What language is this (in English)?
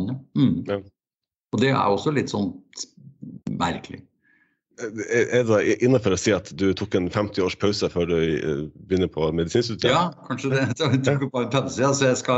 Norwegian